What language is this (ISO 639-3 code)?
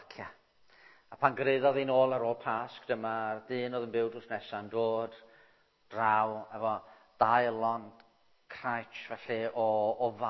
cym